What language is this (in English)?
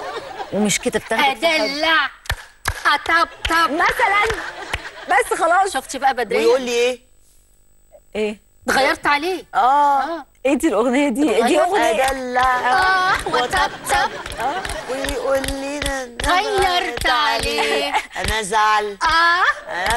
Egyptian Arabic